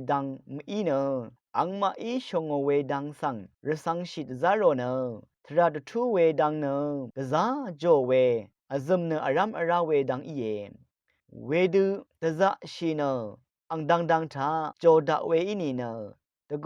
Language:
Rawang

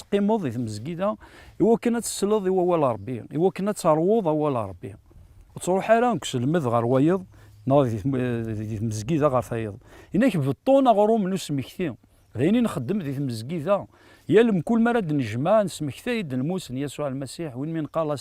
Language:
Kabyle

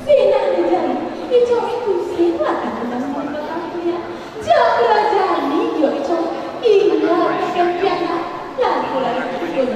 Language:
Balinese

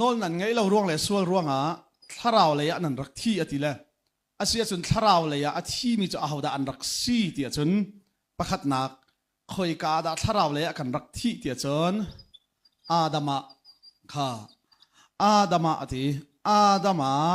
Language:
Hakha Chin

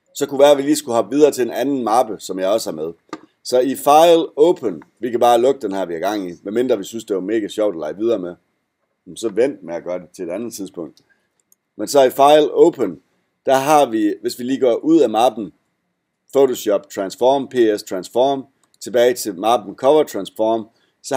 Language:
Danish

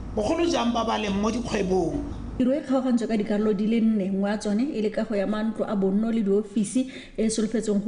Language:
Tswana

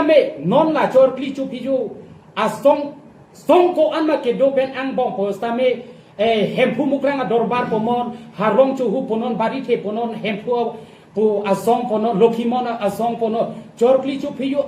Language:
Karbi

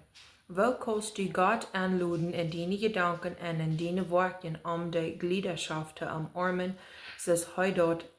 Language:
Plautdietsch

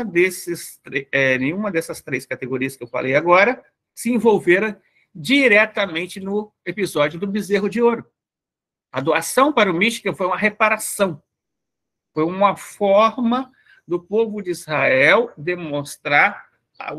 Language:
Portuguese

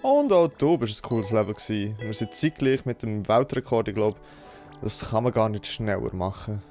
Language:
Swiss German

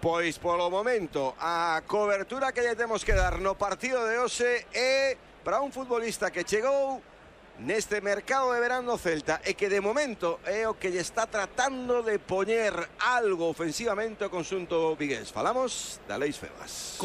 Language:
Galician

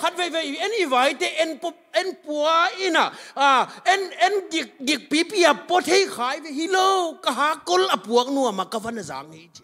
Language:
Tedim Chin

